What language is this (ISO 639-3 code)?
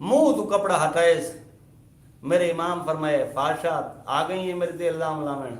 skr